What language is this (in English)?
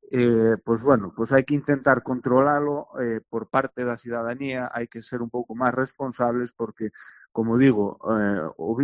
Galician